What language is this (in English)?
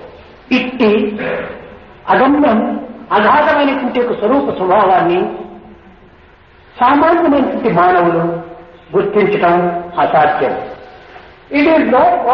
Telugu